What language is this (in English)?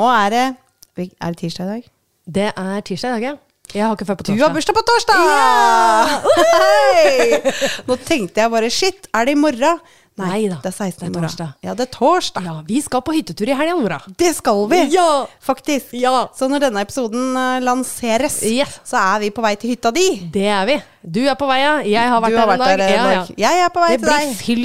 Norwegian